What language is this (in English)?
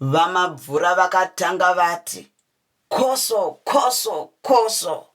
Shona